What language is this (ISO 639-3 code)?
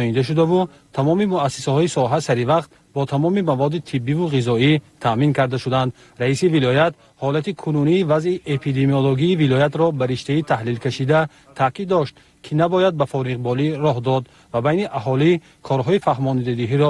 tgk